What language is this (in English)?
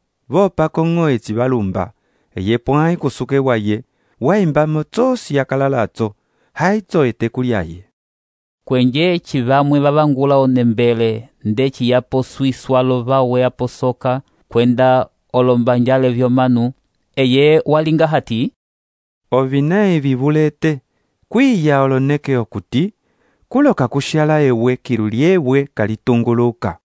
Umbundu